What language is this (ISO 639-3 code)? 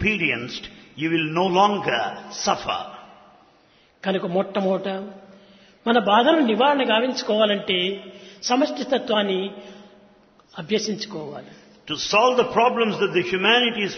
tel